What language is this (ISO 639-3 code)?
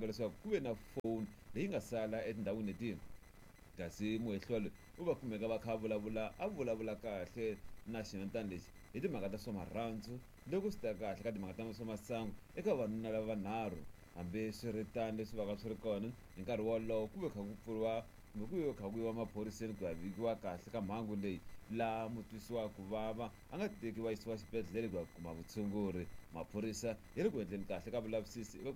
tso